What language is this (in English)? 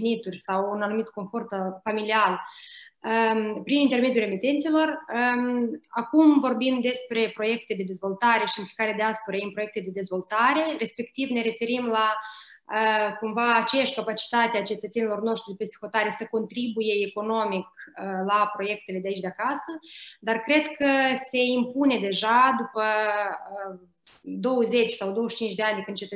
Romanian